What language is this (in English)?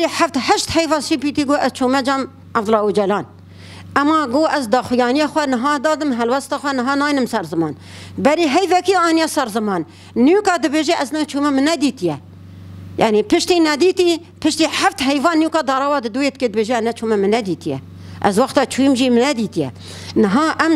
Kurdish